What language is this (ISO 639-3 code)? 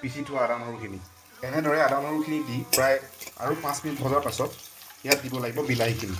asm